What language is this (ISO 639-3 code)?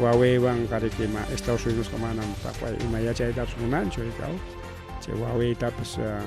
quy